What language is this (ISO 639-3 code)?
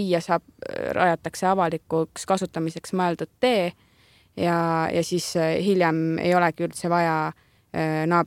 est